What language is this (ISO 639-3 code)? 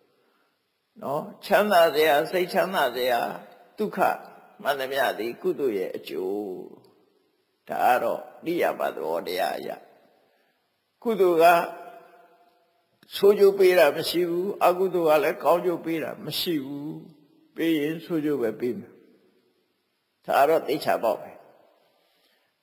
mya